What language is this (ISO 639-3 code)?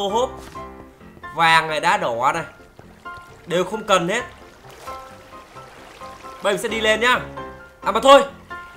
vie